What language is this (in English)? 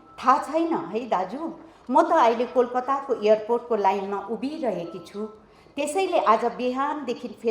Nepali